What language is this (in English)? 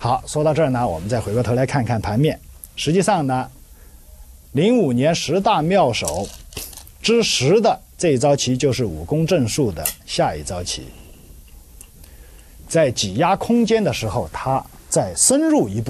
Chinese